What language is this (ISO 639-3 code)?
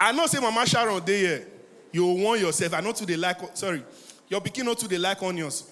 pcm